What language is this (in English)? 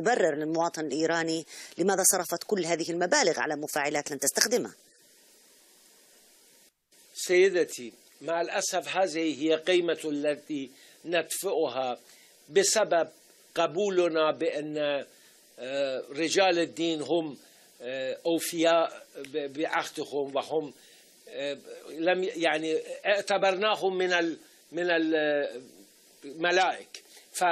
Arabic